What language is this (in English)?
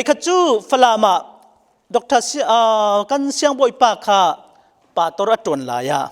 Falam Chin